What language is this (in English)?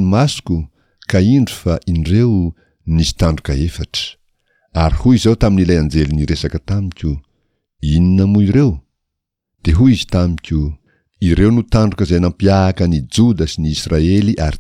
Malagasy